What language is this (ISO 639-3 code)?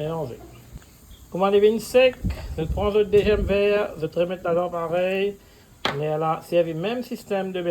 mfe